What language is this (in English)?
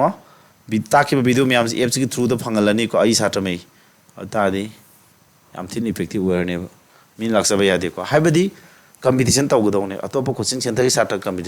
Manipuri